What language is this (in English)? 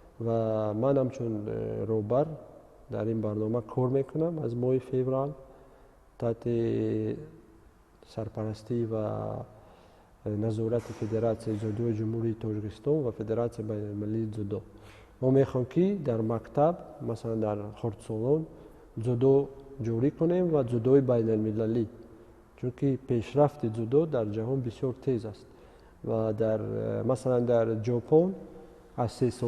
Tajik